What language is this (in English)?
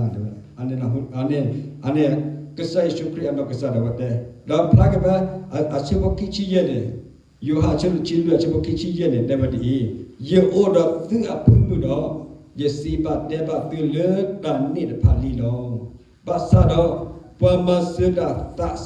S'gaw Karen